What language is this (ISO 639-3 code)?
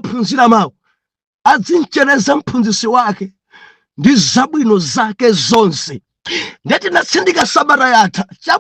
nya